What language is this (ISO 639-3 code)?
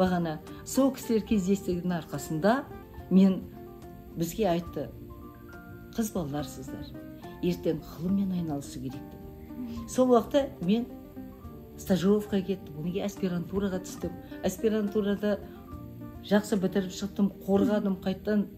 kaz